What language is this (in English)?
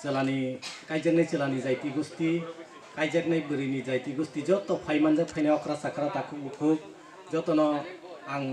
Kok Borok